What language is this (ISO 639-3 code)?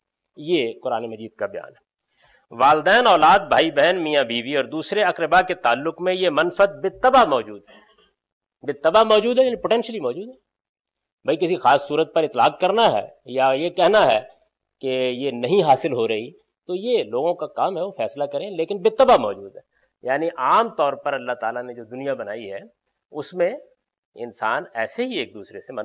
urd